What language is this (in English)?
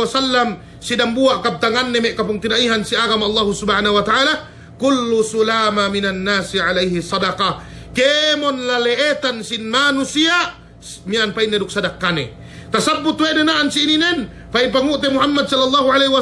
Yakan